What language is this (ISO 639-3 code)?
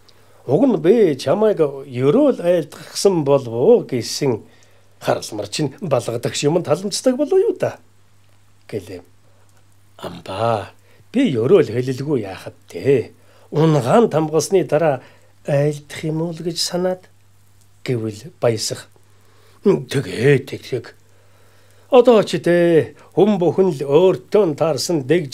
mon